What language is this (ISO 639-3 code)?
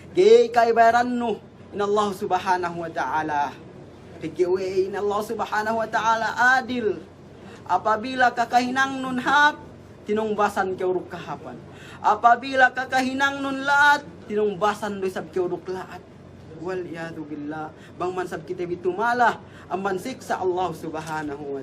yka